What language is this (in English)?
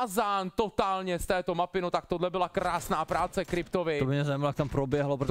Czech